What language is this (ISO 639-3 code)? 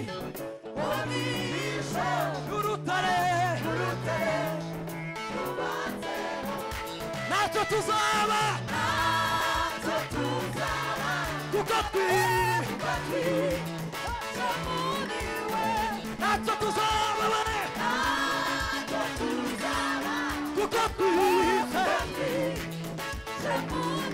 kin